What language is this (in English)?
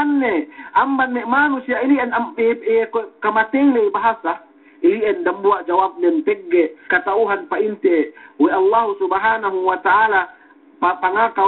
Yakan